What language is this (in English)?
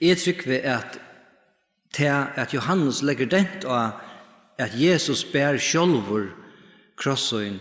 Faroese